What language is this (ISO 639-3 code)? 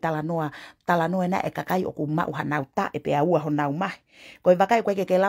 ton